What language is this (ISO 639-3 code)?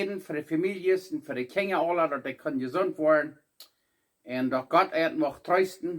pdt